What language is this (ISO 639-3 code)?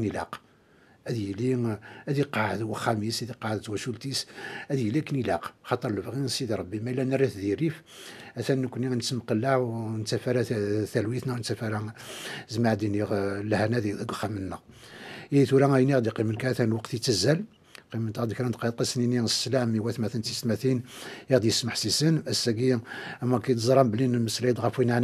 kab